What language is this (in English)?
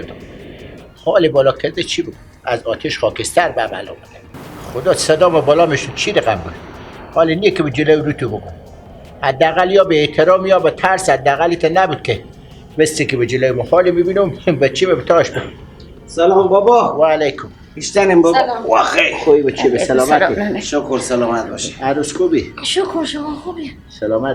Persian